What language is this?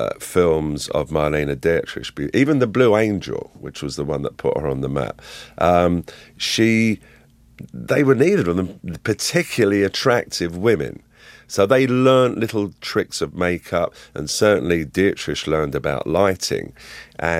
English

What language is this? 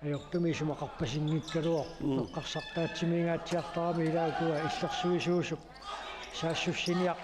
Kalaallisut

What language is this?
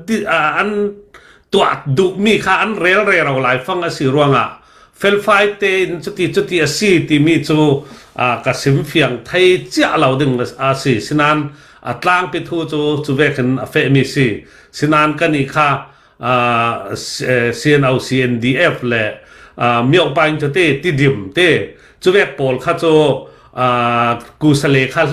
Falam Chin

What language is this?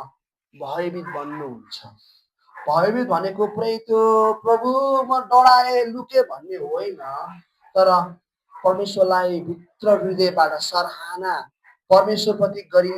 Nepali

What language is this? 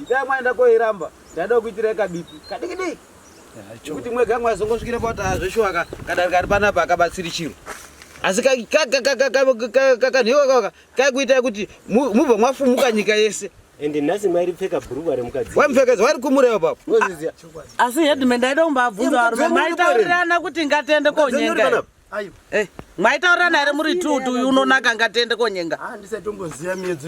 Shona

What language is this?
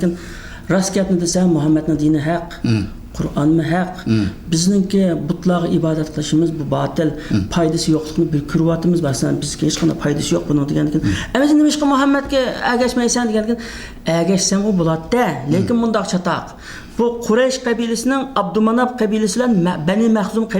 Uyghur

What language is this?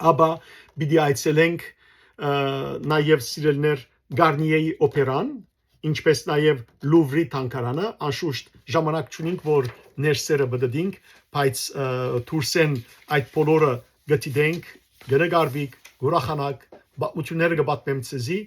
Western Armenian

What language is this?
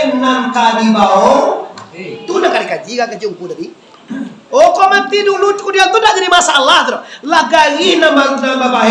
Minangkabau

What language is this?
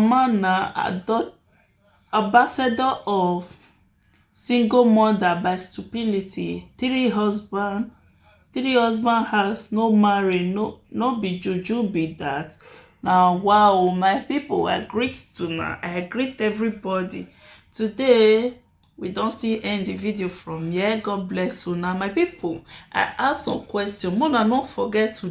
Nigerian Pidgin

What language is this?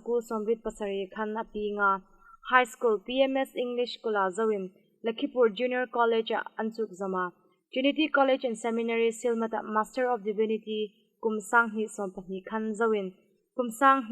Hmar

